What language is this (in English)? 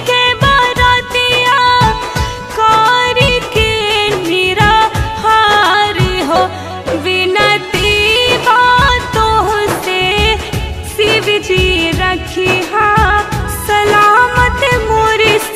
Bhojpuri